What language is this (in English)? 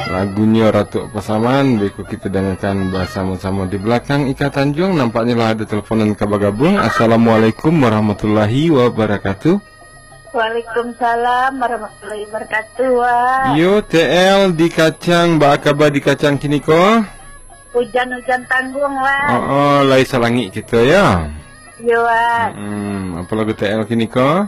Minangkabau